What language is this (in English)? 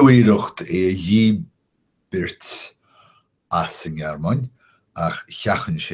Irish